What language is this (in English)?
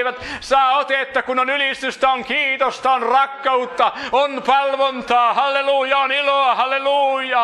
Finnish